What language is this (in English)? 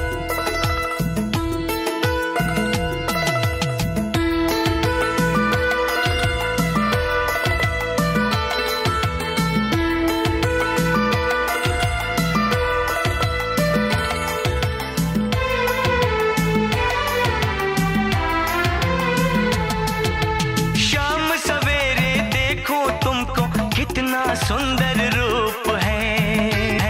Hindi